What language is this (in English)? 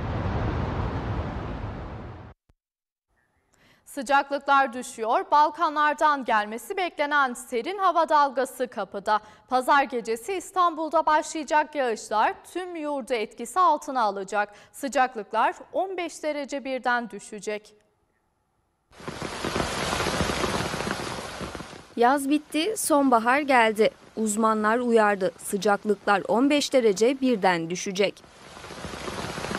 Turkish